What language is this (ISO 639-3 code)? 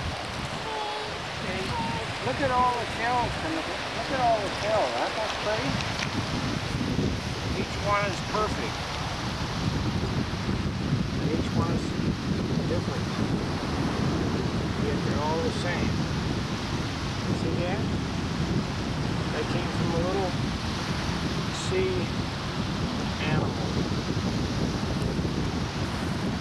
eng